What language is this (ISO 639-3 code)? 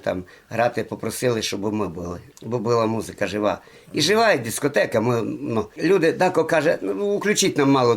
rue